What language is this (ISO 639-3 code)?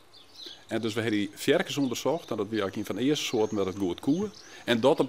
fry